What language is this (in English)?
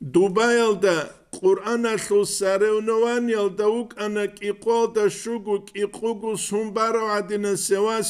Avaric